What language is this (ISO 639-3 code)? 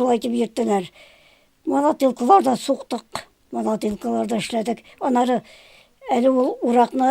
tat